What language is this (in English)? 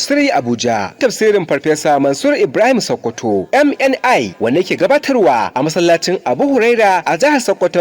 Hausa